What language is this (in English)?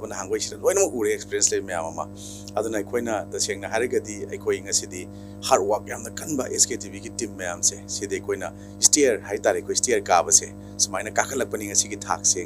Manipuri